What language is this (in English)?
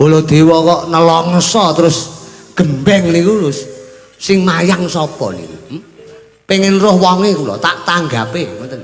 Javanese